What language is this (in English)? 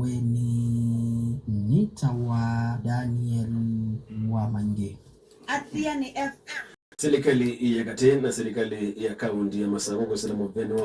Kamba